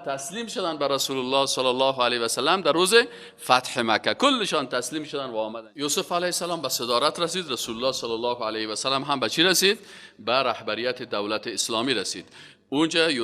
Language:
Persian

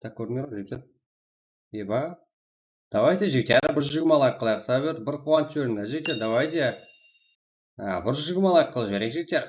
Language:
Kara-Kalpak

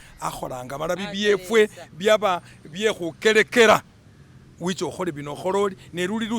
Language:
Masaaba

